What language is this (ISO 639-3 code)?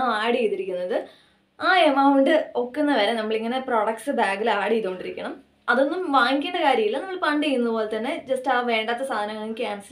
mal